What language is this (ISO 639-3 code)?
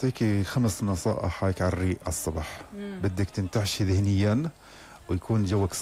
apc